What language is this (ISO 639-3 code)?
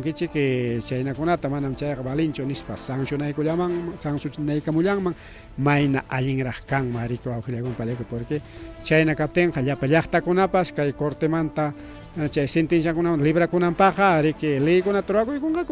quy